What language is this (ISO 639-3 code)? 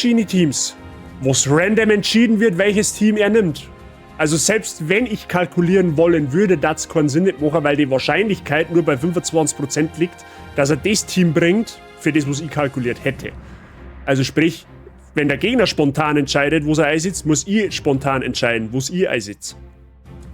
bar